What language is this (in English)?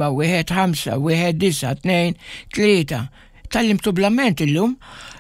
Maltese